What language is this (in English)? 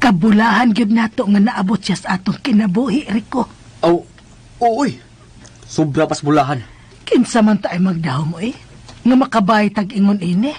Cebuano